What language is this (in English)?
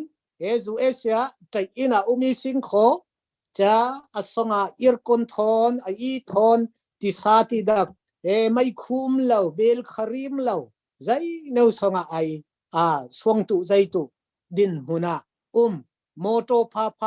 Falam Chin